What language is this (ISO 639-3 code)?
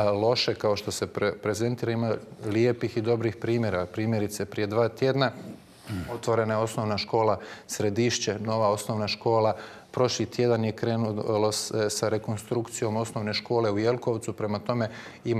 hrv